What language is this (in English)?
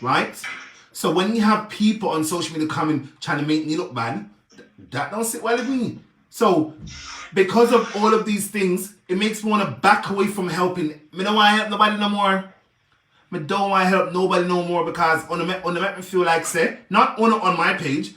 Jamaican Creole English